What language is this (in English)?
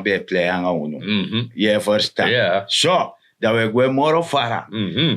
Sranan Tongo